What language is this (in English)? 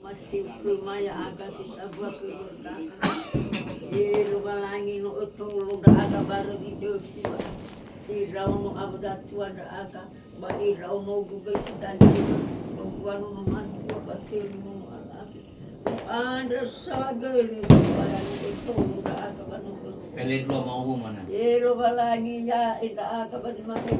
Nias